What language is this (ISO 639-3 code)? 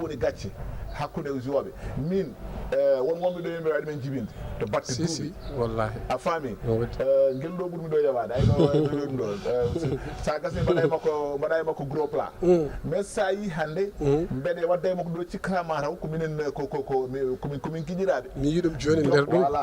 ful